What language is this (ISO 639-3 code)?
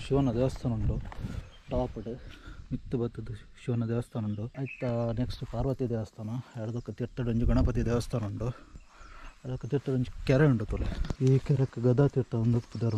tcy